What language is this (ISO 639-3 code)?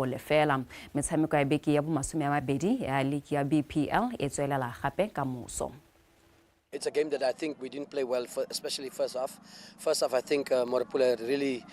tsn